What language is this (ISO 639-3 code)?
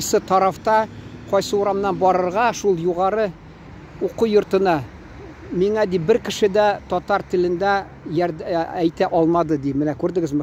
tat